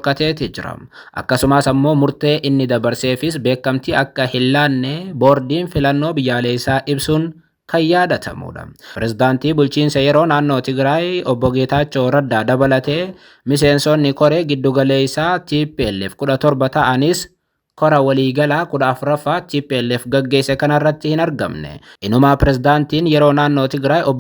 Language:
Oromo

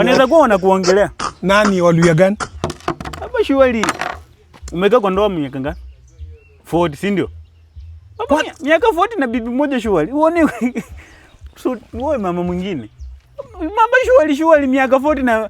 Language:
Swahili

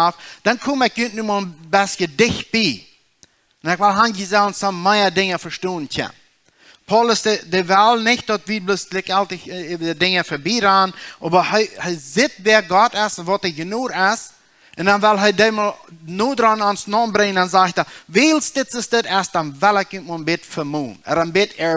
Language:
Plautdietsch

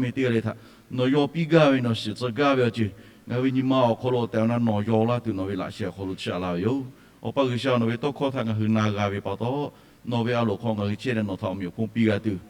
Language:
Lahu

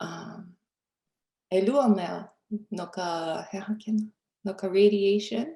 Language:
Hawaiian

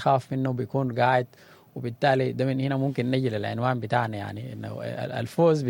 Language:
Sudanese Arabic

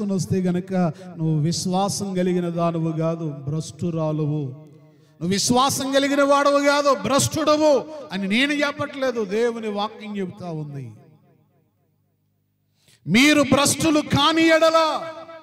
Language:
Telugu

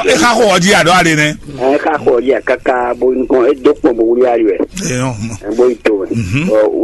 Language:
Fon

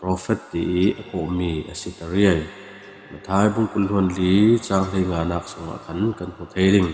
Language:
Falam Chin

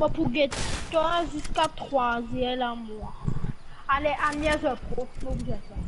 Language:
Morisyen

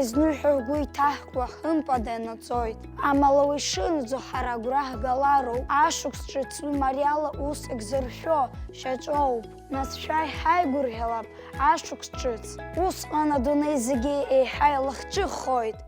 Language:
Abkhazian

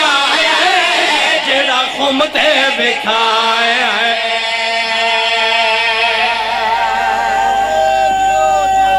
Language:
Saraiki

